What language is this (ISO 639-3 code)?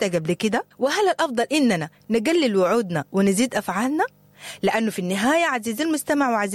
apd